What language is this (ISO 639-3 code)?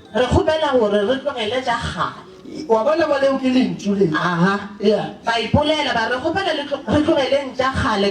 nso